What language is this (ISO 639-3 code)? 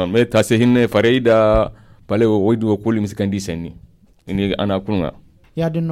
dje